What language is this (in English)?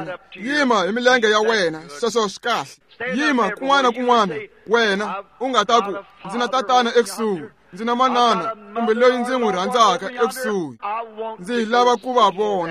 Tsonga